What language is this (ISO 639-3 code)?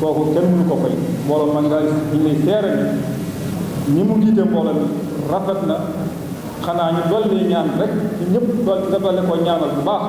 wol